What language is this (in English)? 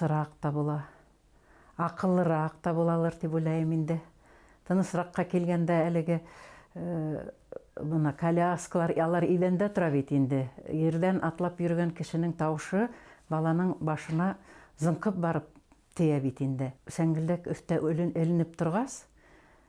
Bashkir